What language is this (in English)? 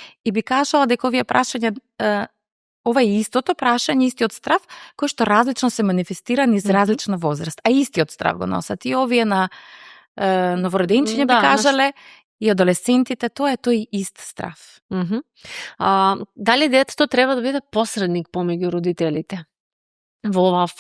Macedonian